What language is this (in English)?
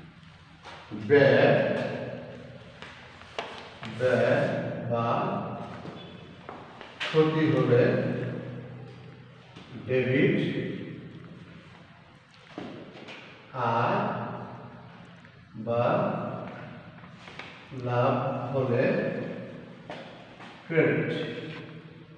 Bangla